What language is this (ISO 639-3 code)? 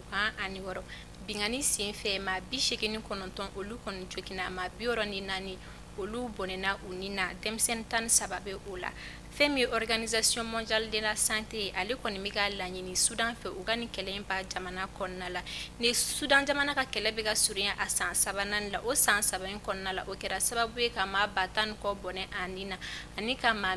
bam